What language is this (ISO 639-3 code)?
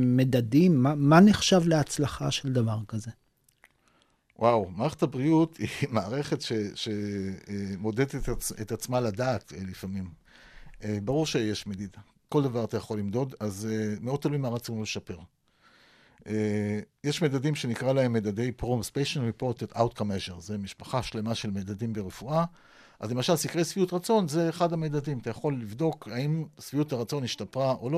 heb